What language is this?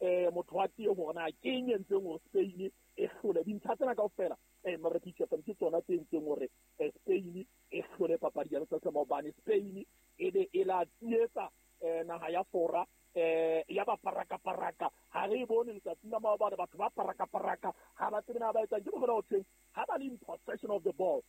Southern Sotho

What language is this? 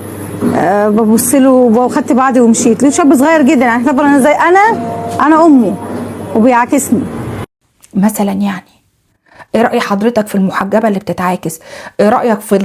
Egyptian Arabic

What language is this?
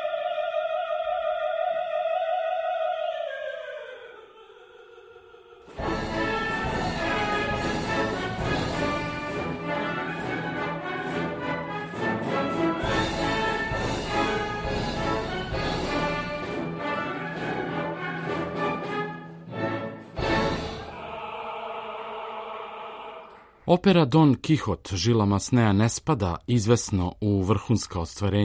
Serbian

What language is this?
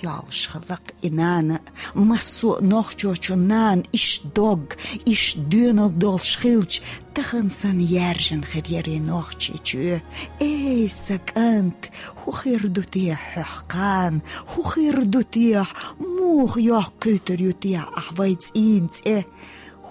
Chechen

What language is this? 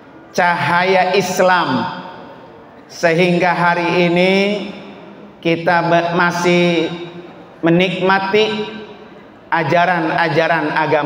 Indonesian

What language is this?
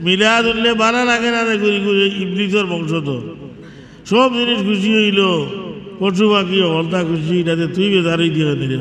Sylheti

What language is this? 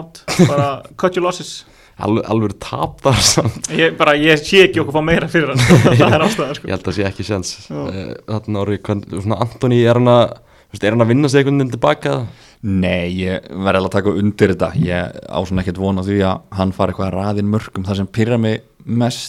Icelandic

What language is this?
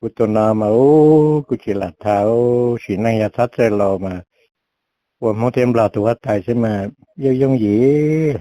Hmong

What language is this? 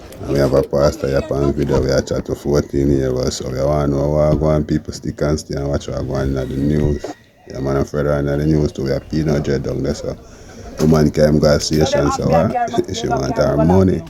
Jamaican Creole English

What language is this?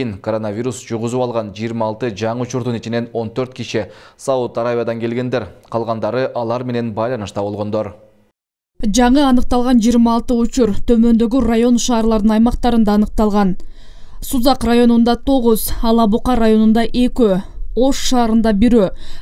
Kyrgyz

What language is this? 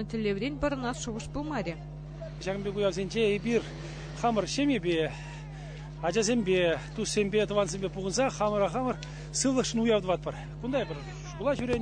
Chuvash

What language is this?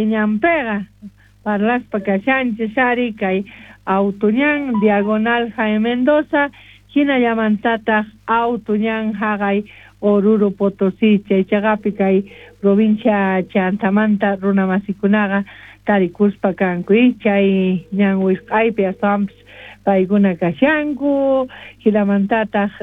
South Bolivian Quechua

